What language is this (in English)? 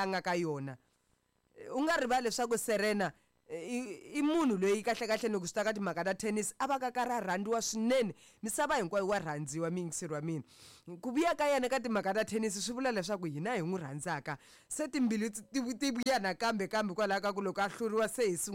Tsonga